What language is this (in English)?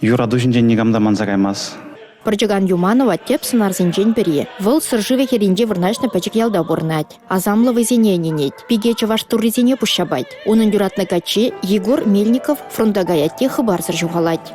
Chuvash